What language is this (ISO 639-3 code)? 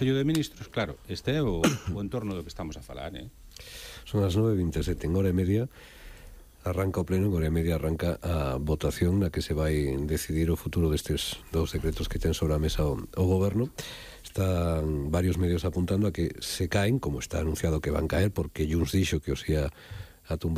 glg